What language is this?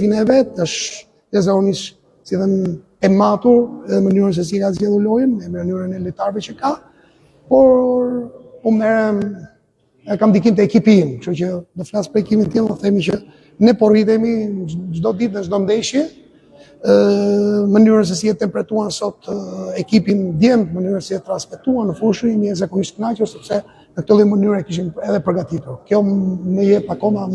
Albanian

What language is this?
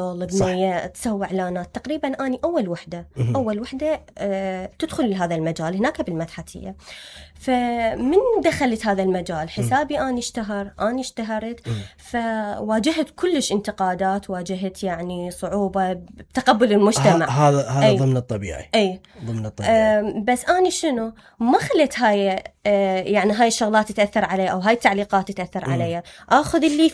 Mesopotamian Arabic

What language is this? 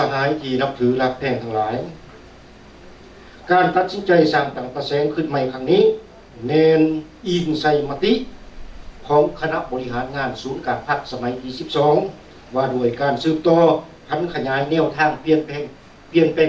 Lao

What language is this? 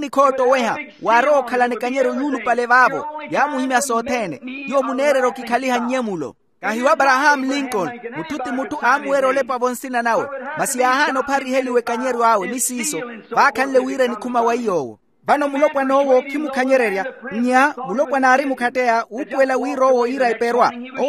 Makhuwa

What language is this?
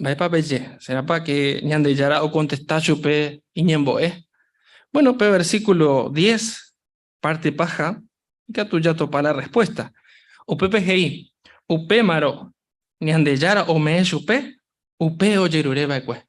Guarani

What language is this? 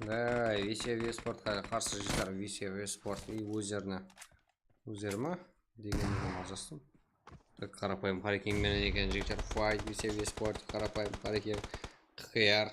Kara-Kalpak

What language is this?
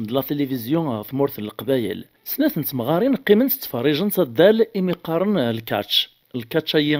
Kabyle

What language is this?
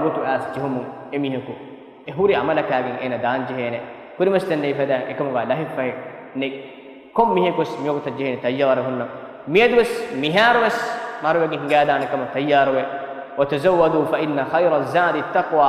Divehi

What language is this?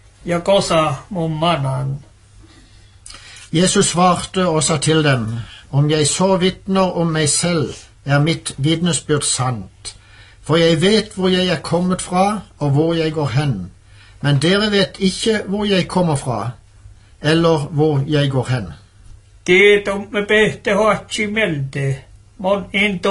Norwegian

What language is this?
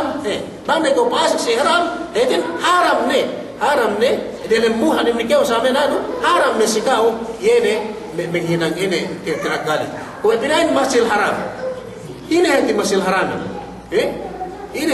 Yakan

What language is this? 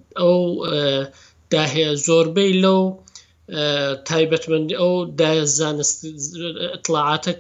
Central Kurdish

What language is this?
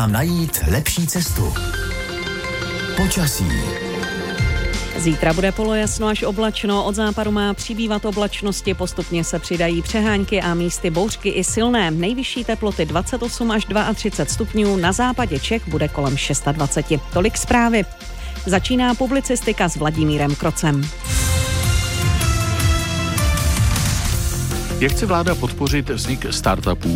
Czech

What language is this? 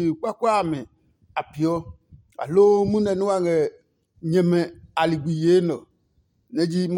Adangme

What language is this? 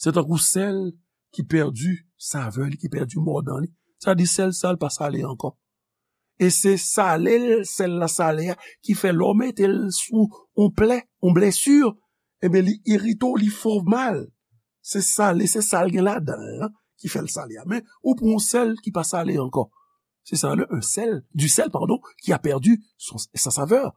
Haitian Creole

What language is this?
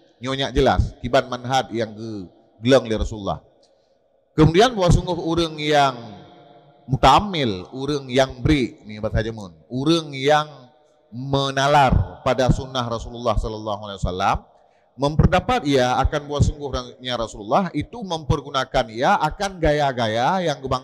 Achinese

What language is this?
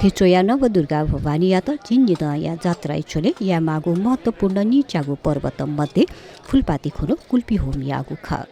Newari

